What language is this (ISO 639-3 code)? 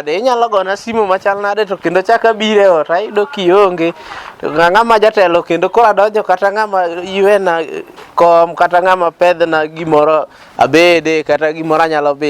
luo